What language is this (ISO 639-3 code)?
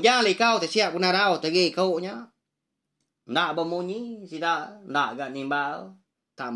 iba